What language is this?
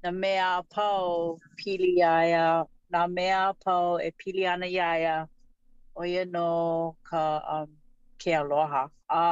Hawaiian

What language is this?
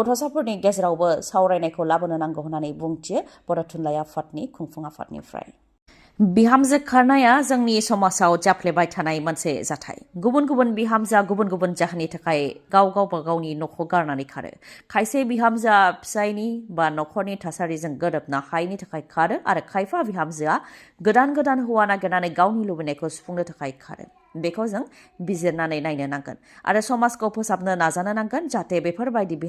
Bodo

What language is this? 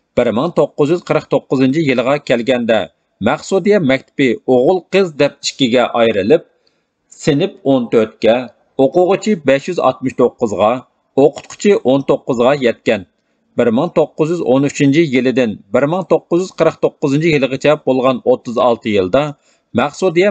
Uyghur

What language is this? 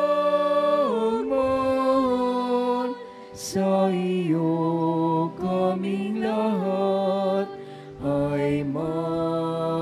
Filipino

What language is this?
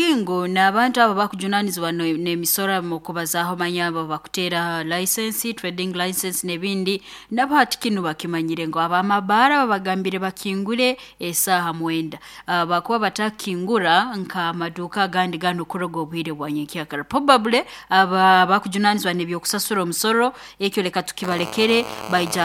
Nyoro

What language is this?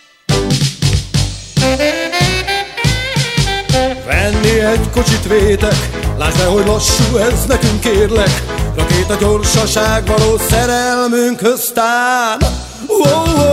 Hungarian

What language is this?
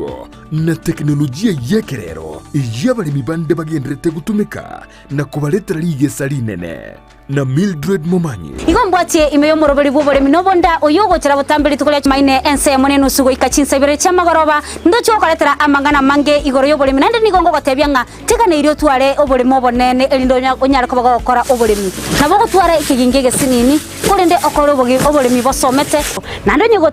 Gusii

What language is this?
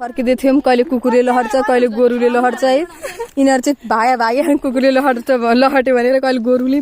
Nepali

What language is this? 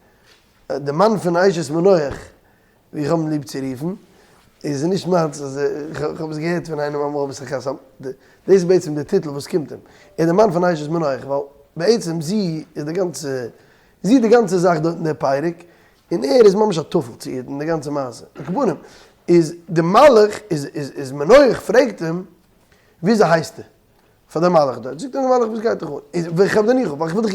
Yiddish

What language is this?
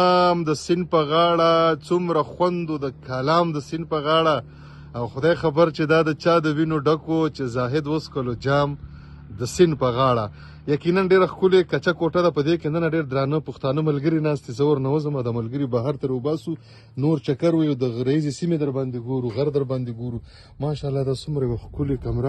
Pashto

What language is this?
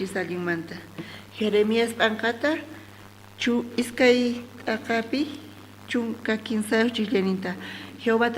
South Bolivian Quechua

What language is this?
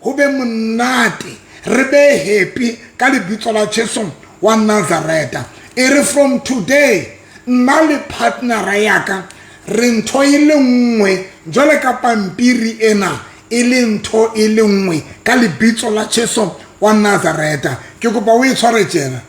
Southern Sotho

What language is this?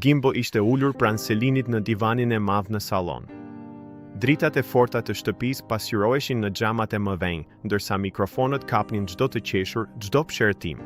Albanian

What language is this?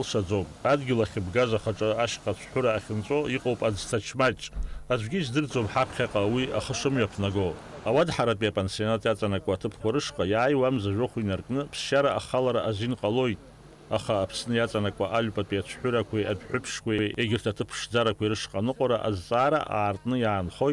Abkhazian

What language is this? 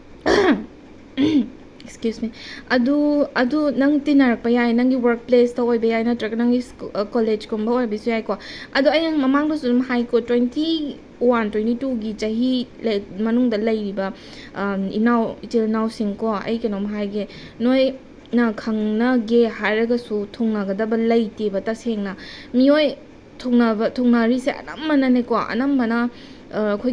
Manipuri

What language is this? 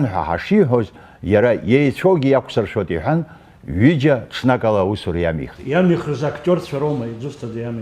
Abkhazian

